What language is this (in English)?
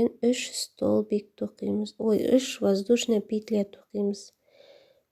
Kazakh